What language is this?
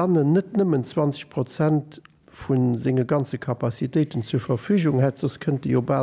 Luxembourgish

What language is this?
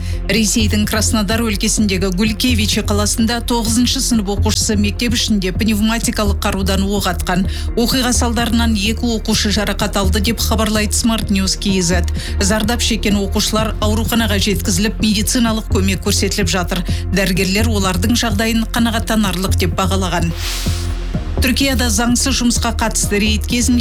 Kazakh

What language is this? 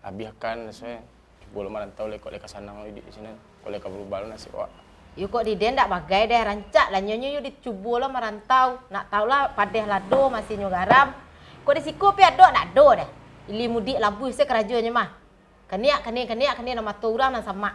Minangkabau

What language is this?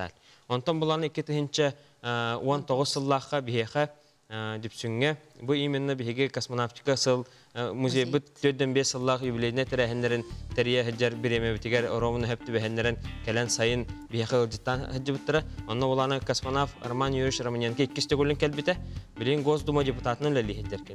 Yakut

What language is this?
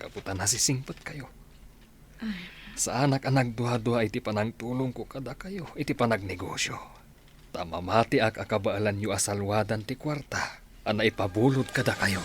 Iloko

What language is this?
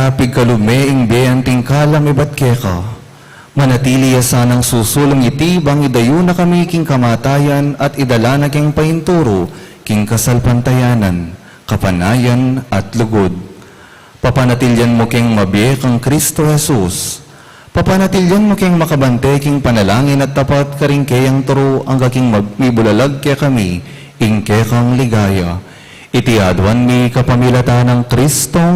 Pampanga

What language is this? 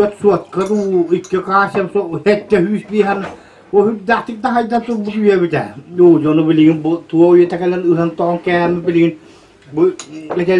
Yakut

